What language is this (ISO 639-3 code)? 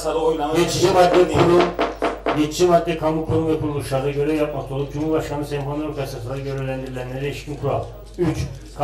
tur